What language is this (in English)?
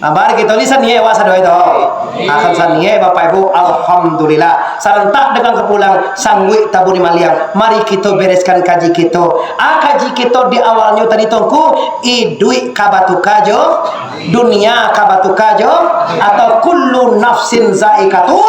Minangkabau